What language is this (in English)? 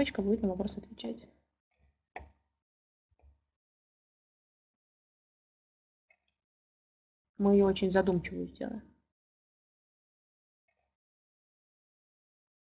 Russian